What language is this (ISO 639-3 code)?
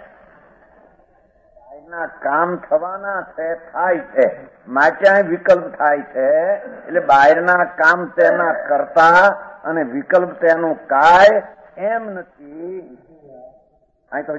guj